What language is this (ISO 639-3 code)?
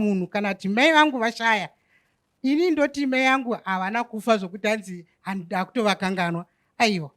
sna